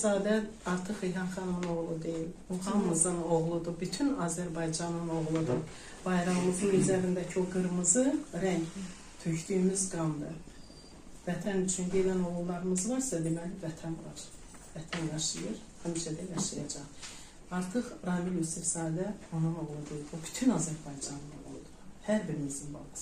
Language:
Azerbaijani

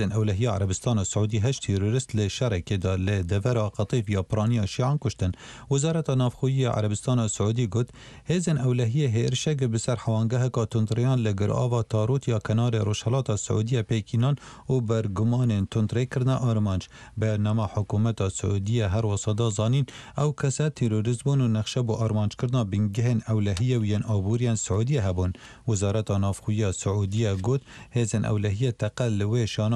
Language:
Central Kurdish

